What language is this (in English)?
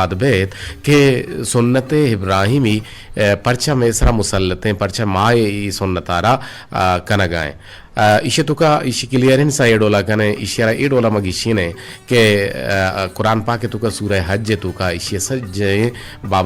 Eastern Balochi